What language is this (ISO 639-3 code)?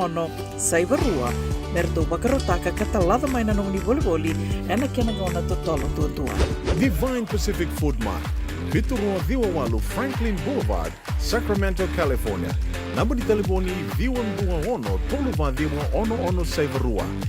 fij